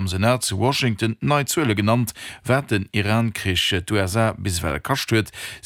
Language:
Luxembourgish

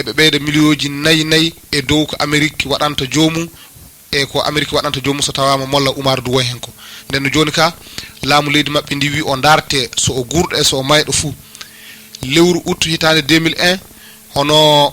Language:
Fula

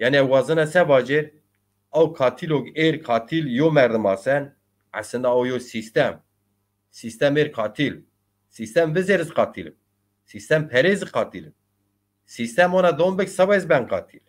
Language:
Zaza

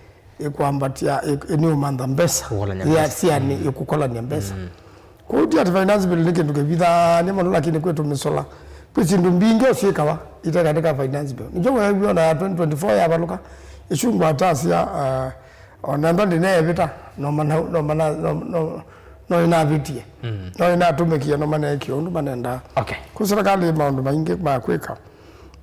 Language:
Kamba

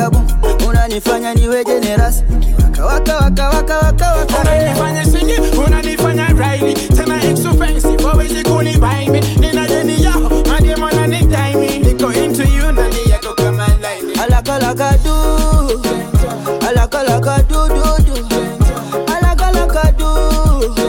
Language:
Swahili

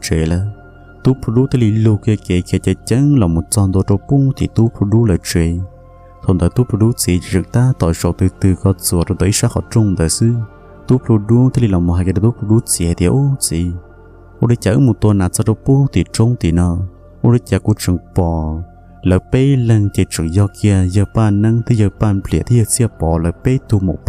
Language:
Hmong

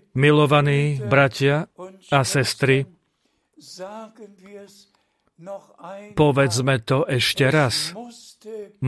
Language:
Slovak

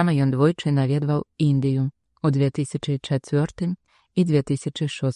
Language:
Belarusian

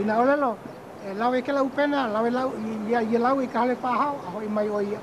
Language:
Hawaiian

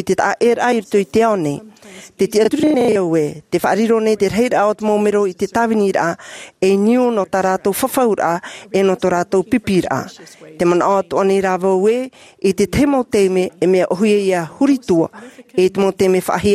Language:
Tahitian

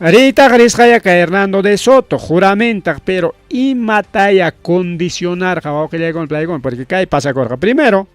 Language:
Ayacucho Quechua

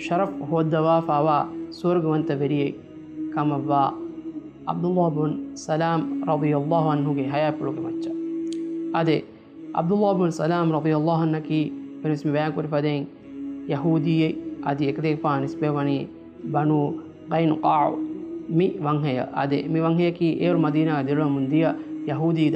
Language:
Divehi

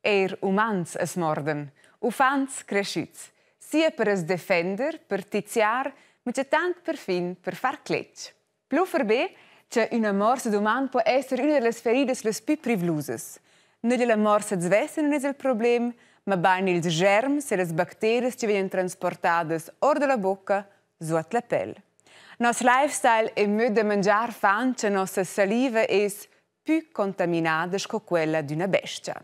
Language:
Romansh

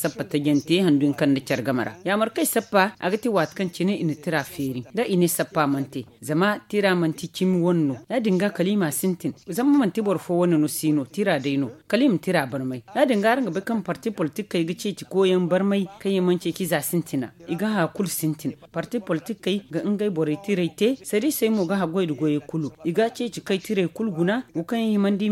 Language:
Zarma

